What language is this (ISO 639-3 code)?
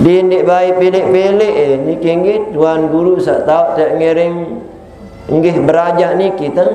sas